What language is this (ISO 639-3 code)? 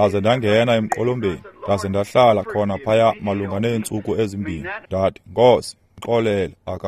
xho